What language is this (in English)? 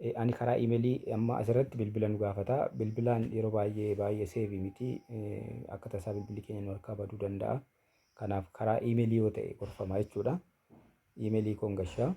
Oromo